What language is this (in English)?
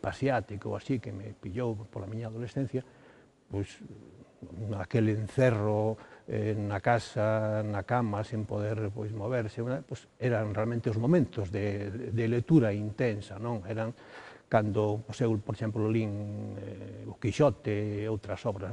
Galician